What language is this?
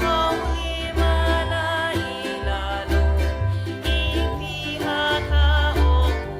Hawaiian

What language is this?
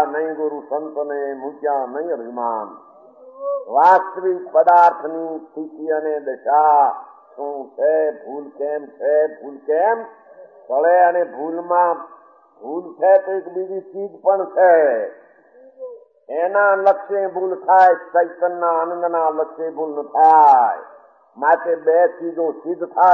Gujarati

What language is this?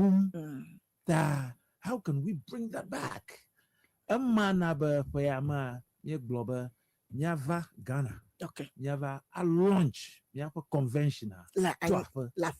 Ewe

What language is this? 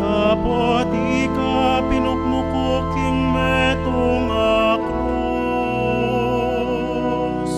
Pampanga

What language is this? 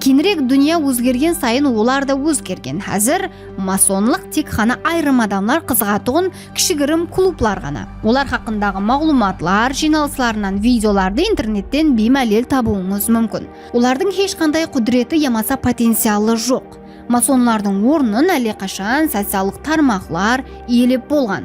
Kara-Kalpak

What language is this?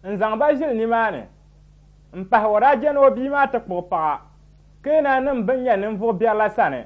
Dagbani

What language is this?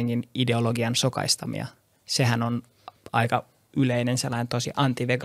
Finnish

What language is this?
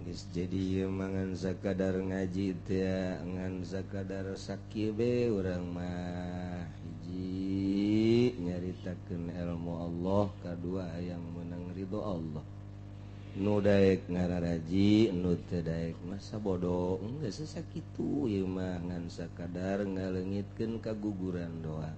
Sundanese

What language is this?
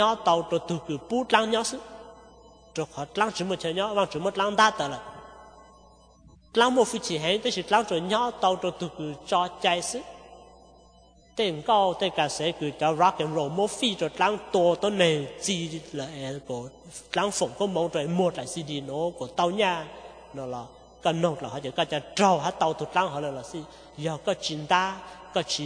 Vietnamese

